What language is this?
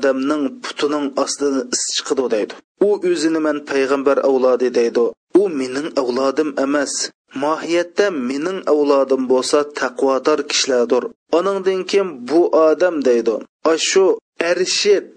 Uyghur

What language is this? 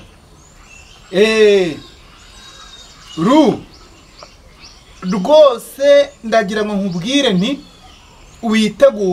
Kinyarwanda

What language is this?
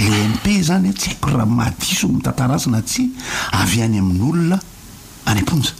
Malagasy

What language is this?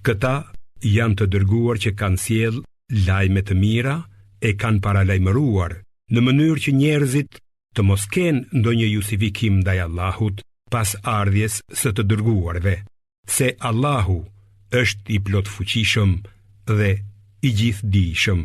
Albanian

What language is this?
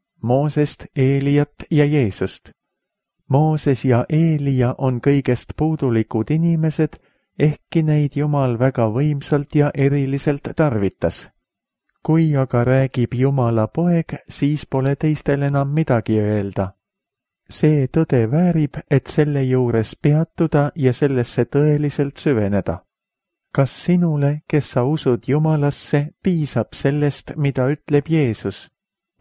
Estonian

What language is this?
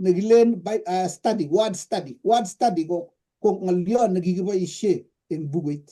Kalenjin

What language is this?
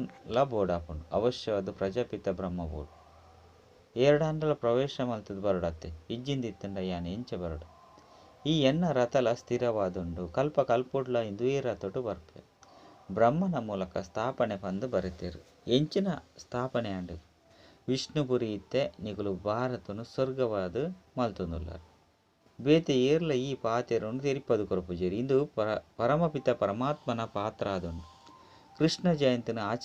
Tulu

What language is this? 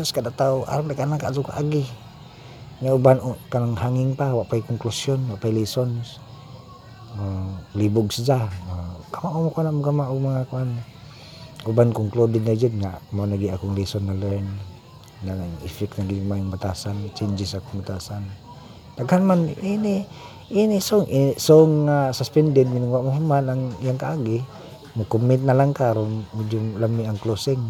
Cebuano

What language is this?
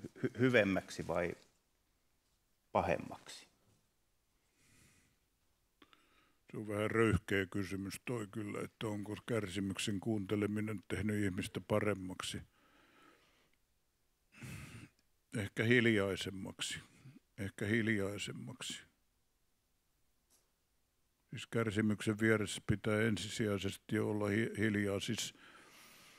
Finnish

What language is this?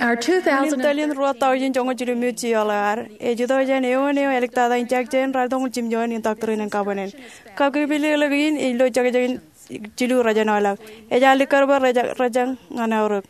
Marshallese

